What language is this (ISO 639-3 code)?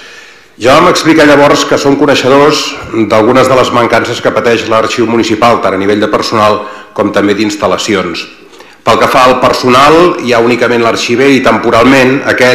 cat